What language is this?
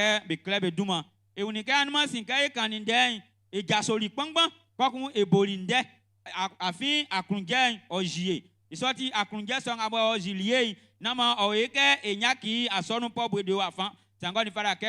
Baoulé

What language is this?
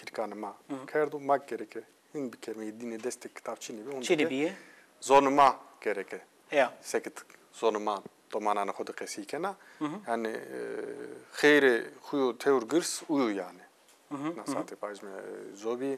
Zaza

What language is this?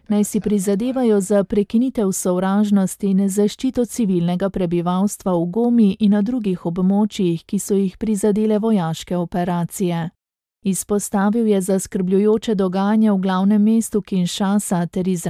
Slovenian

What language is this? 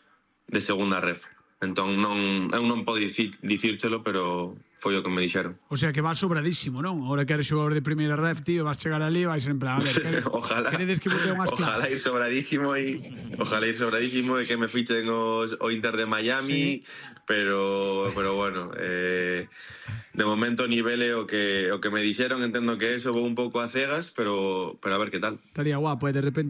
Galician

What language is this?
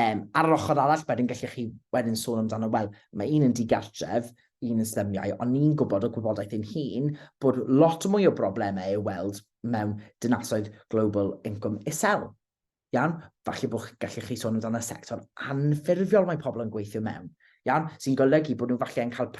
Welsh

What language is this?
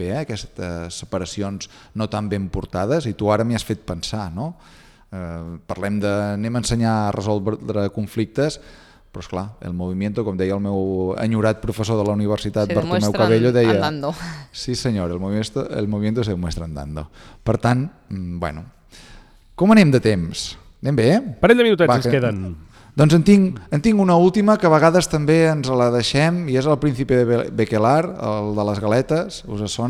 Catalan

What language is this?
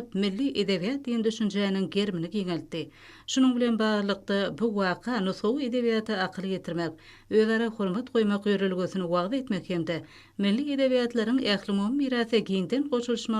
Turkmen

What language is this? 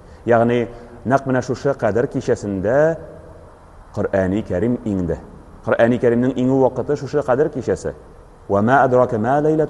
Tatar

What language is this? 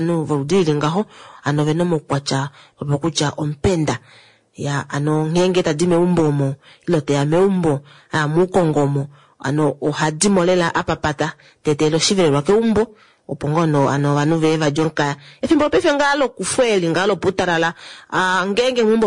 Kuanyama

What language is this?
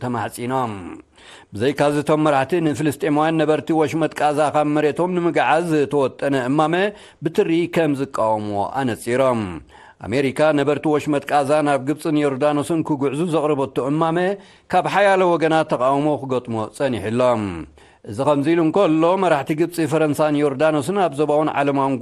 Tigrinya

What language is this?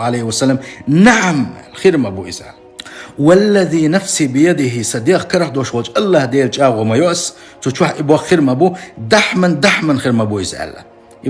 Chechen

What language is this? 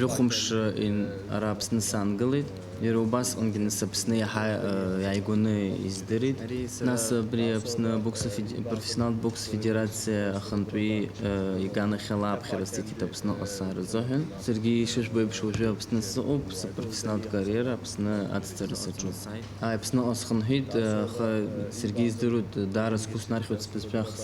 Abkhazian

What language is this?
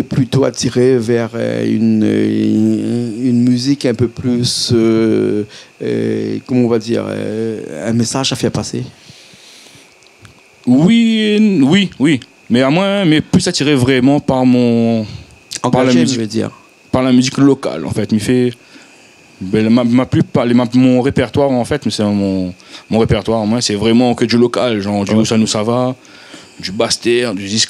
Réunion Creole French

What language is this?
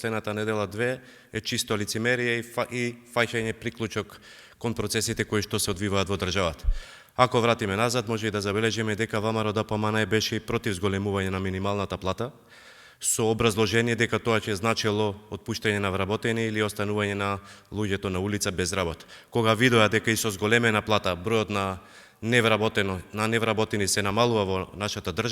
Macedonian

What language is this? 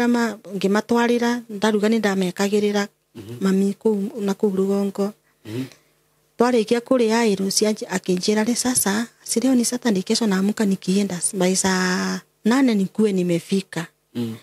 Kikuyu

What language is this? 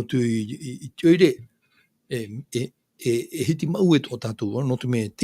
Tahitian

